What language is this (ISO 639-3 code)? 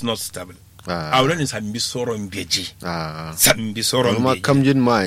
kau